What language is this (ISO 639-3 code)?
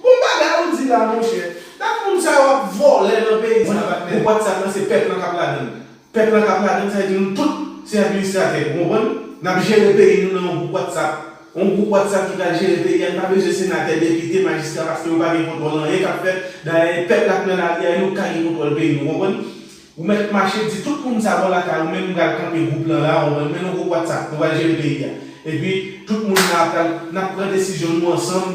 hat